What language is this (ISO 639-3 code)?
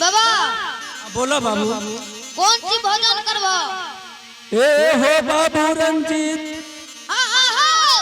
anp